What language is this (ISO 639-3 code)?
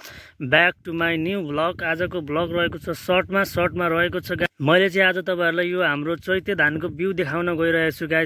nep